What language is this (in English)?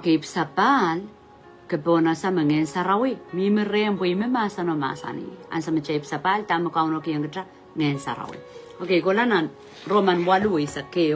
Pohnpeian